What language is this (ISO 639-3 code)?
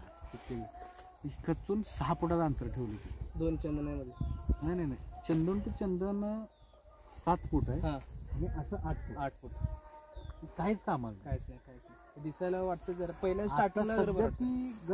mar